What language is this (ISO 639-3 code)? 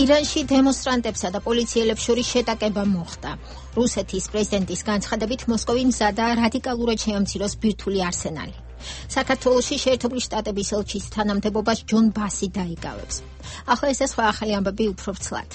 kat